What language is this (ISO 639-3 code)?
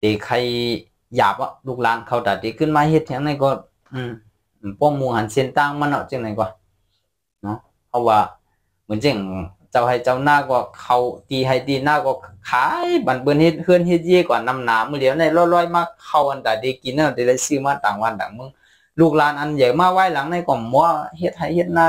shn